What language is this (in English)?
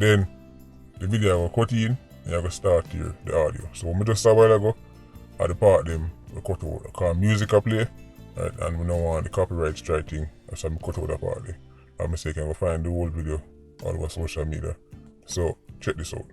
Jamaican Creole English